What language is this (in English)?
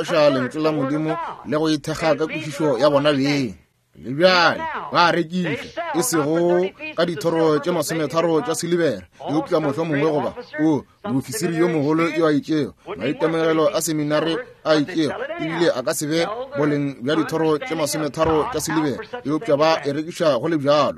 Northern Sotho